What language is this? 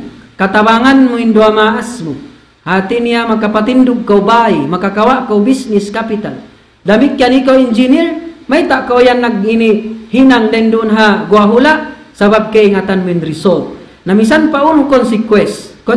Tausug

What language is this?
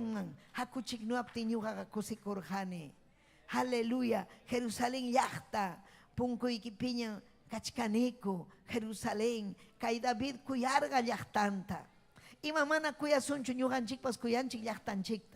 Ayacucho Quechua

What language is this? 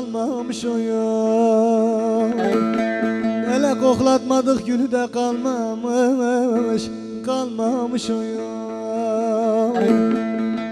Turkish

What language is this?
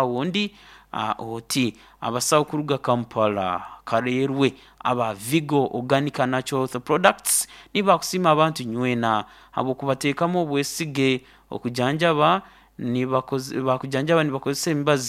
Nyankole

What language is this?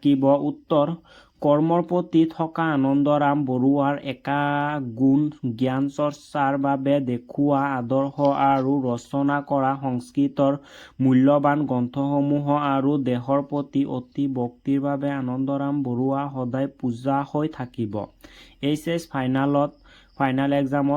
Assamese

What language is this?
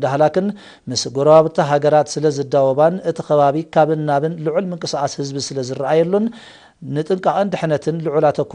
Tigrinya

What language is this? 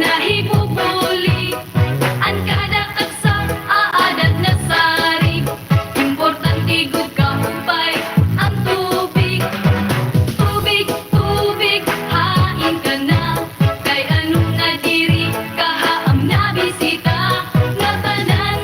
Waray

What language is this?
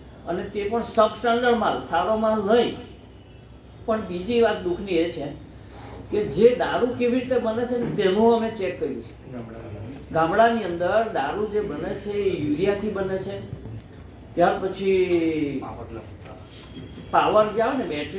Gujarati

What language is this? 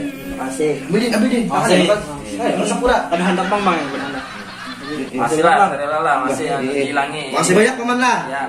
Banjar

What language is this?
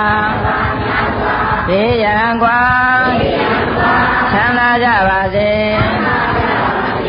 Burmese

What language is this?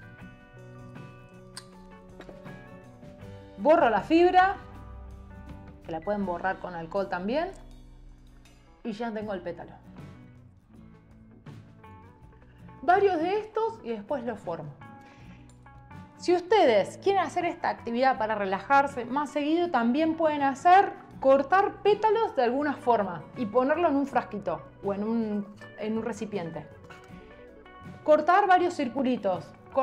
Spanish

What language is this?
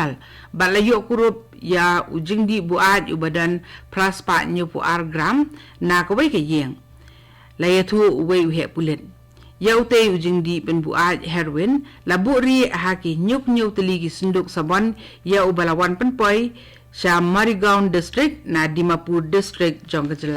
Khasi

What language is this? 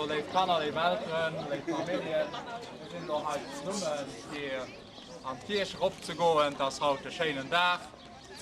Luxembourgish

